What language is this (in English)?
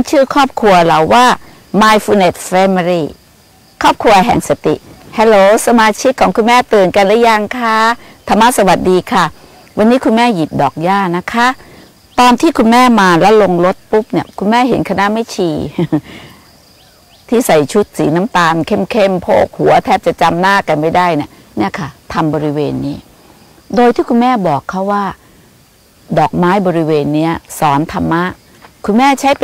Thai